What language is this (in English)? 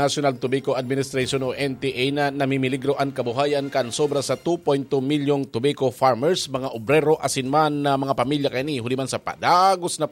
Bikol